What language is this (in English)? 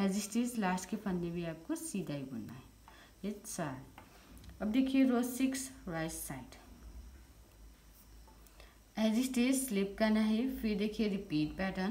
Hindi